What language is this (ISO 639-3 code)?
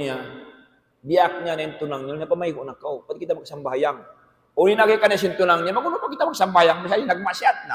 tsg